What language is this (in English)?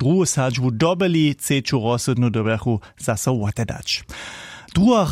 Upper Sorbian